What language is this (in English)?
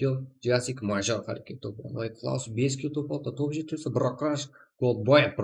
Kara-Kalpak